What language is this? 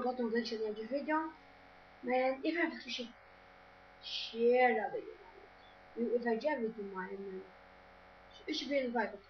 Faroese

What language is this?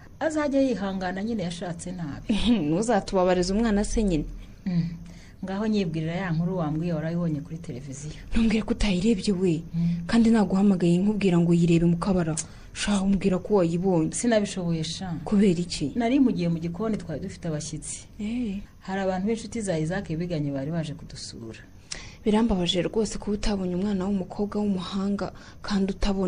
Kinyarwanda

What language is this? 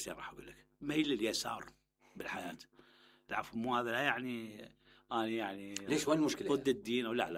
Mesopotamian Arabic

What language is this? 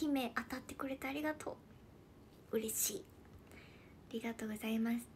Japanese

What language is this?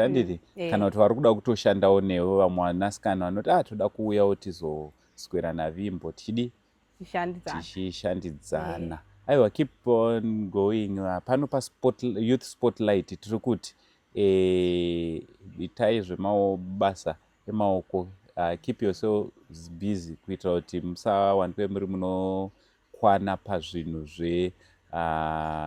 Shona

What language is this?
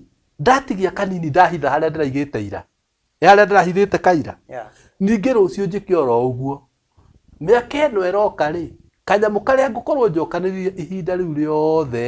Kikuyu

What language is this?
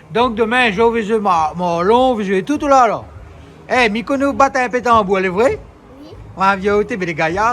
Réunion Creole French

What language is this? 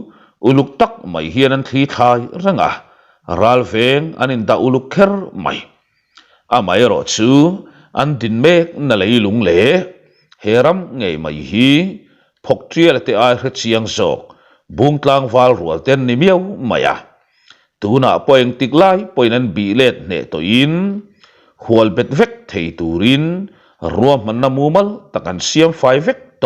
Mizo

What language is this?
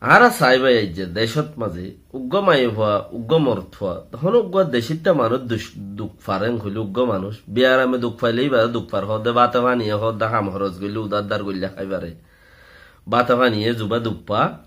Rohingya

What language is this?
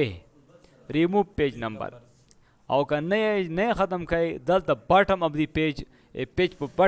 Pashto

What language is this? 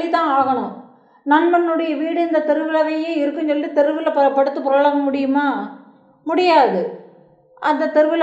Tamil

